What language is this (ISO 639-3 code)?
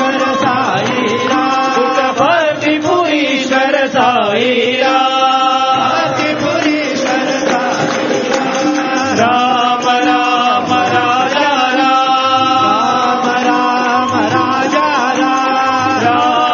tel